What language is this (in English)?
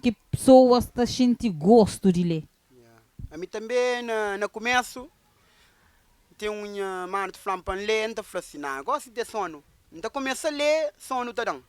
Kabuverdianu